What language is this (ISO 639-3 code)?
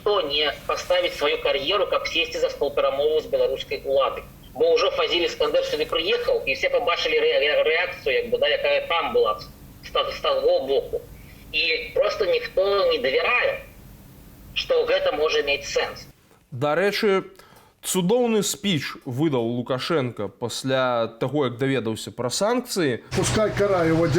bel